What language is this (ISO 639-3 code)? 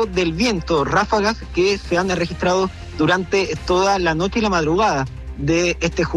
spa